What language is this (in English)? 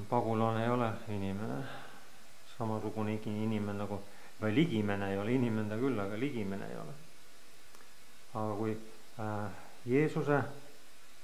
Estonian